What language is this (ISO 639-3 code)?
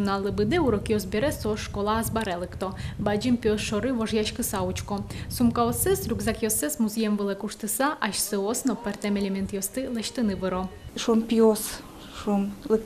udm